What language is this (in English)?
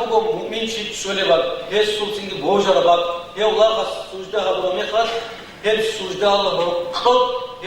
Avaric